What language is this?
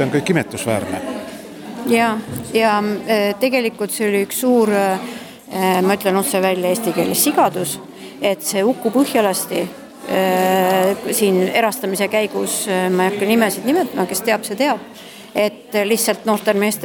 Estonian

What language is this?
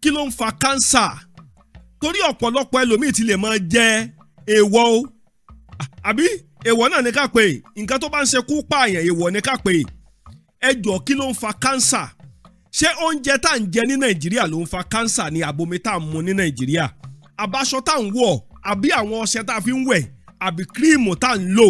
Yoruba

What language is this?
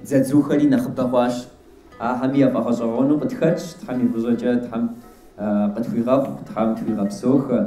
Kabardian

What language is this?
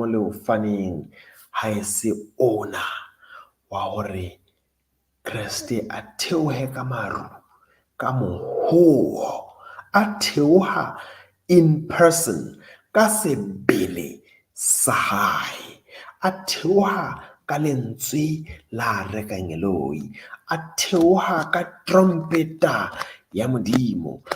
Southern Sotho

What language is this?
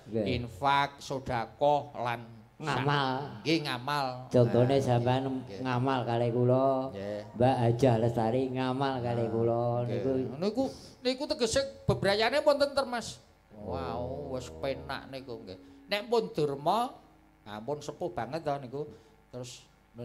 Javanese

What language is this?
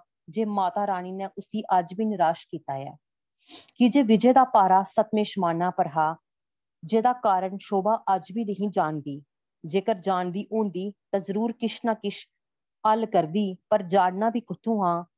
Dogri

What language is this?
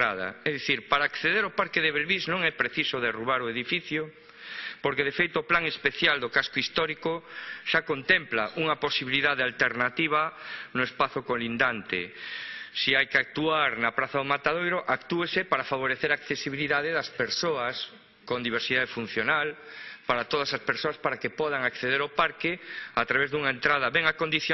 Galician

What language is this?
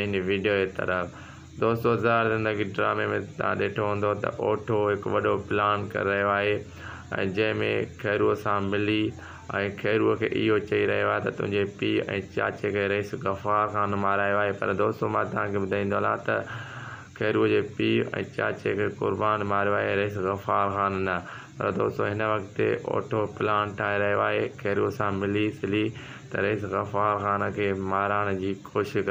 Sindhi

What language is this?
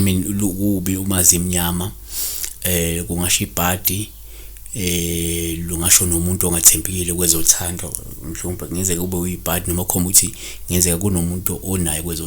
Zulu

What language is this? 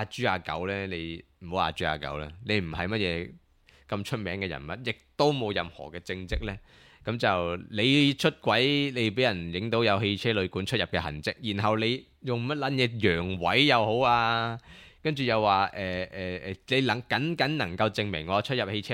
Cantonese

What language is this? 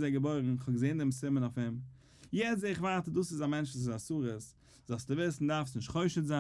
Yiddish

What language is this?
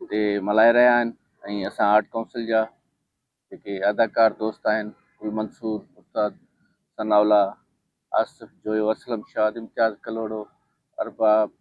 Sindhi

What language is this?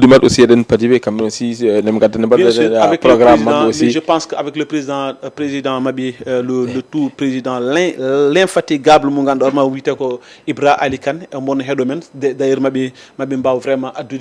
Fula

